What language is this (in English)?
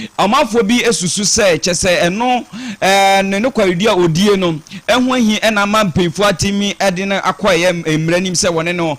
Akan